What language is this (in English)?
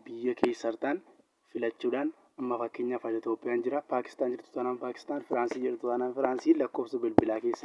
Oromo